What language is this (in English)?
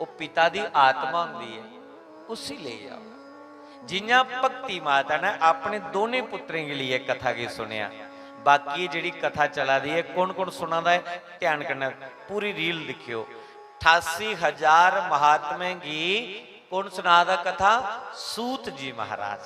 Dogri